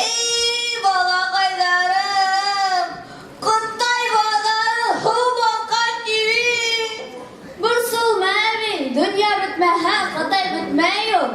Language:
Bashkir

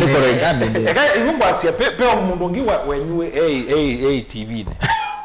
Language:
Kamba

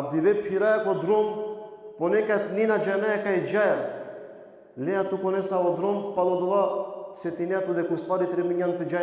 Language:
Balkan Romani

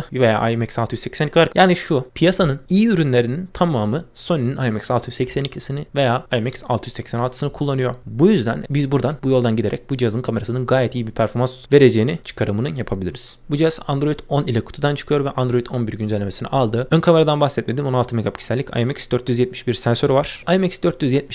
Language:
Turkish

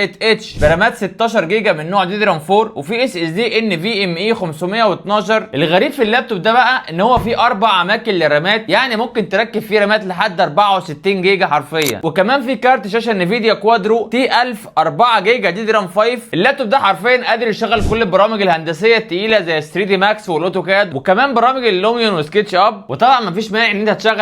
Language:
Egyptian Arabic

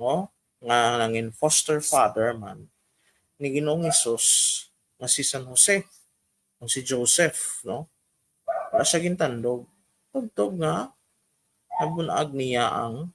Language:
Hiligaynon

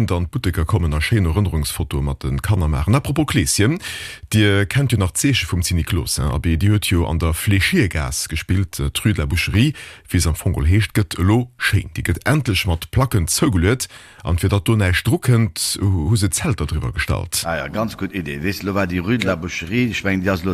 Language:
Luxembourgish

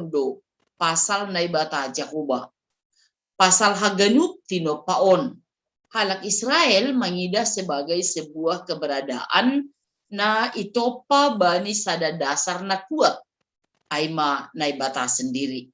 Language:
Batak Simalungun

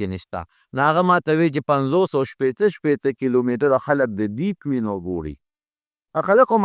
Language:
Pashto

